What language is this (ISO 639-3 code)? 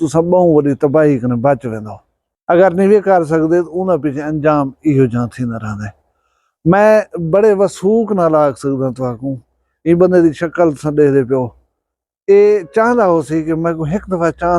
skr